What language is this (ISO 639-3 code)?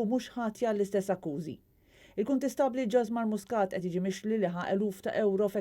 mlt